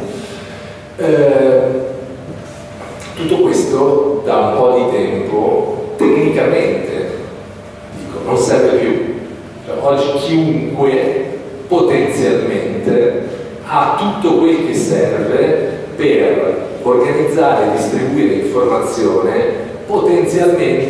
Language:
Italian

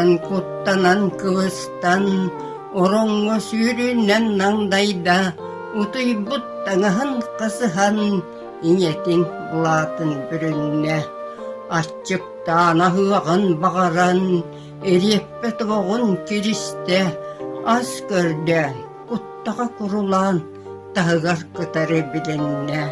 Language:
Yakut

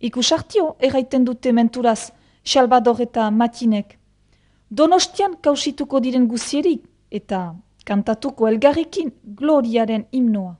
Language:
Basque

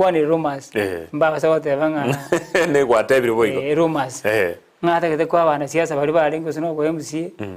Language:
Gusii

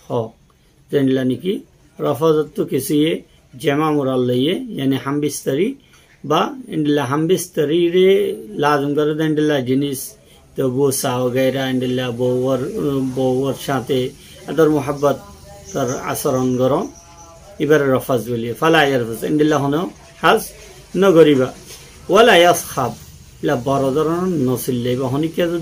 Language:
Rohingya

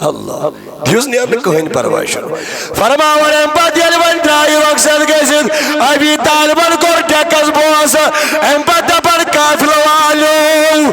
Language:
Kashmiri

